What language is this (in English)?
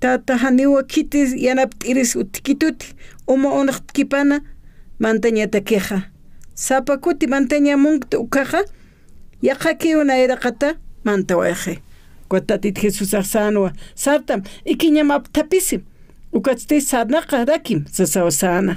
Aymara